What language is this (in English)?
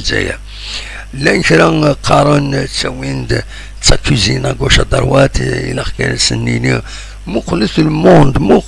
Kabyle